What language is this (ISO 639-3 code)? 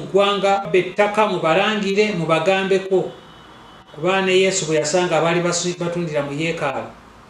lug